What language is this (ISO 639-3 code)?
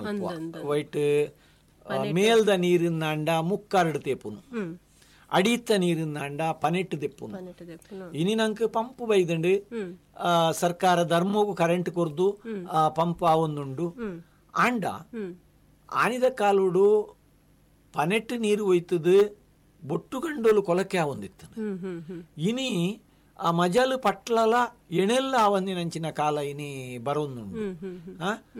tcy